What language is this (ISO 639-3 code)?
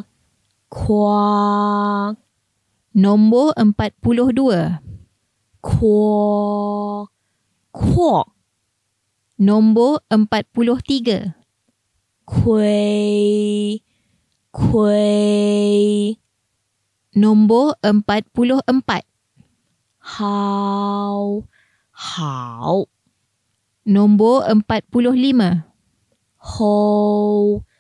msa